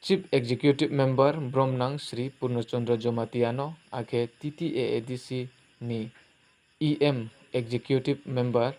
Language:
Riang (India)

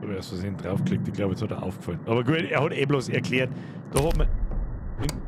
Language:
Bavarian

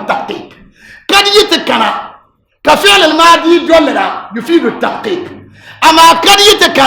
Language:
Dagbani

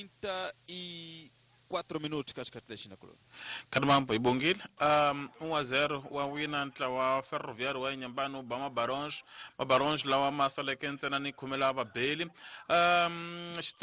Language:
Tsonga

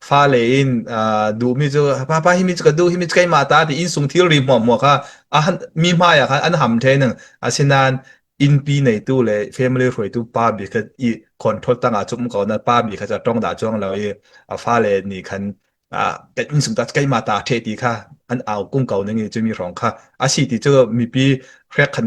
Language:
Falam Chin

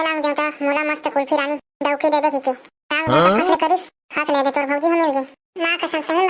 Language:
Chhattisgarhi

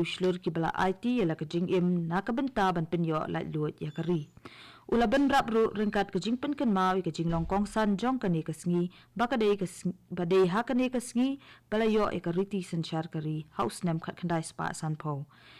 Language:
Khasi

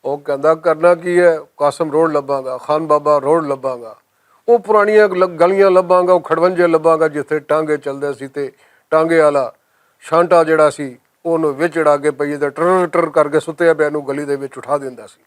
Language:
Western Panjabi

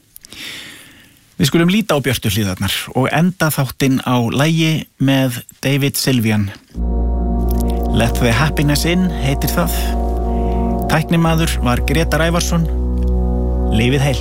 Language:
Icelandic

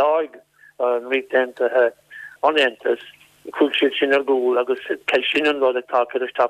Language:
Irish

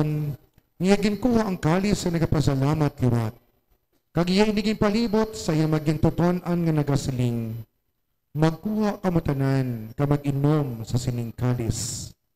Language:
Hiligaynon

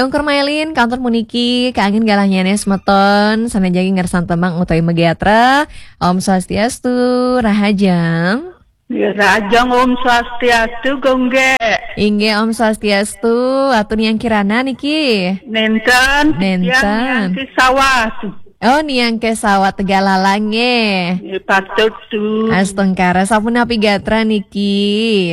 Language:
Balinese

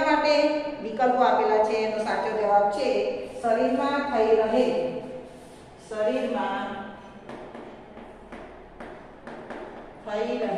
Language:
Gujarati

